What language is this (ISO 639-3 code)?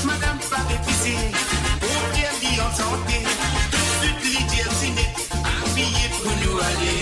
mfe